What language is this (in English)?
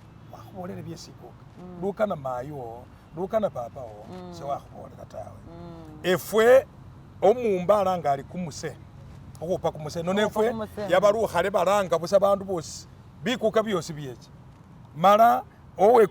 Masaaba